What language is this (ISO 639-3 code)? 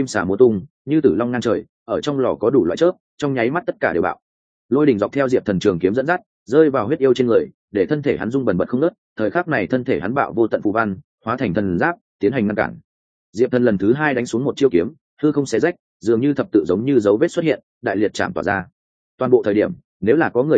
vie